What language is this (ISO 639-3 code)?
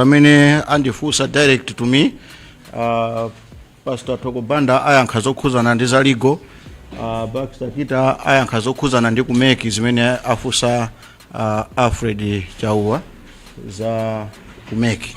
nya